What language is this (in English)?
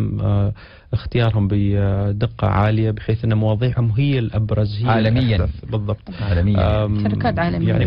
Arabic